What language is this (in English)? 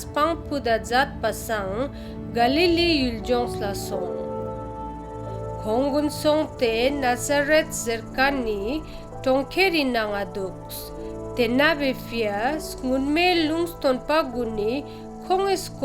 Ladakhi